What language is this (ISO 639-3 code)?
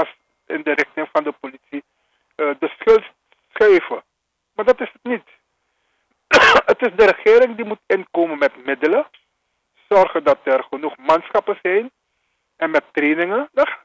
nld